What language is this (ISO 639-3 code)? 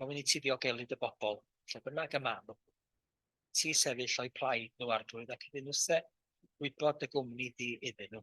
cym